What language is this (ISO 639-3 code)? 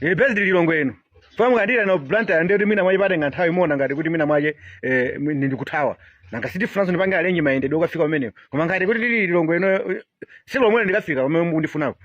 nya